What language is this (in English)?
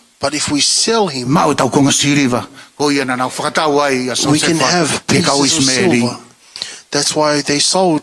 Tongan